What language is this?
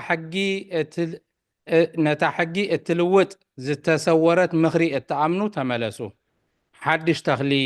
Tigrinya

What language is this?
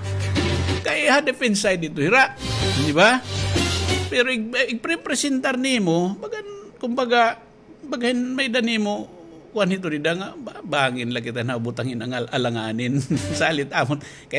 Waray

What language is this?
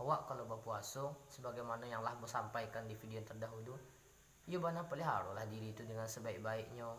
Minangkabau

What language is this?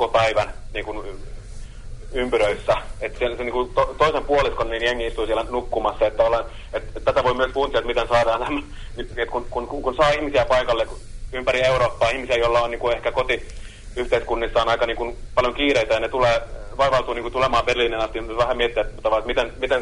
Finnish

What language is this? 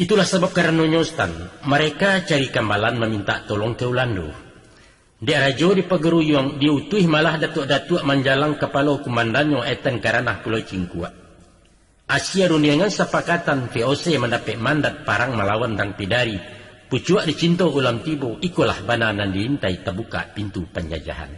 Minangkabau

